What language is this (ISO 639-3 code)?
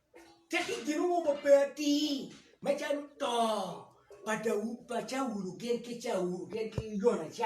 ach